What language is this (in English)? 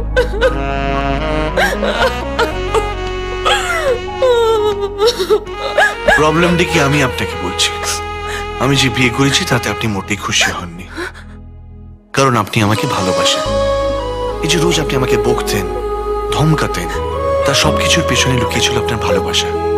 Bangla